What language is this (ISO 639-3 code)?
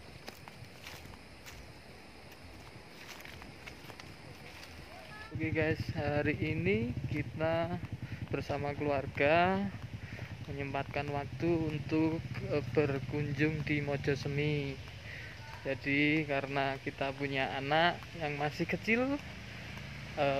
ind